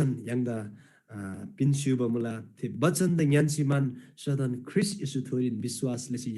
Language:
Eastern Tamang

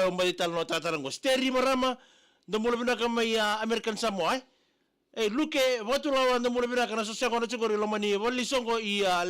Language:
Fijian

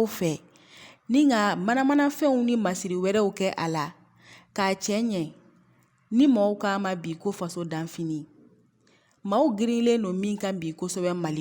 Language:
Bambara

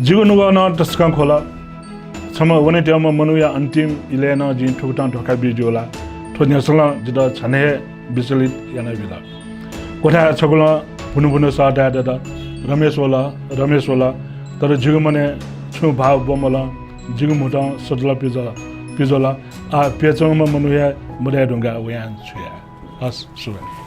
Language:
Newari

